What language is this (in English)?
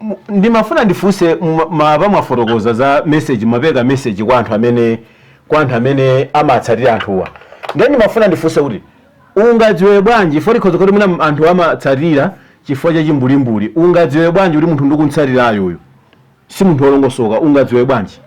Nyanja